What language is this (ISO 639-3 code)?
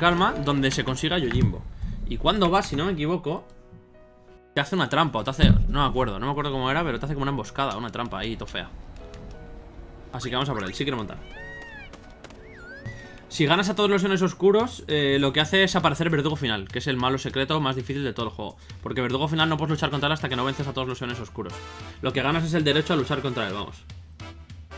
spa